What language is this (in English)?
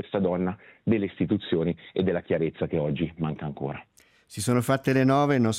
Italian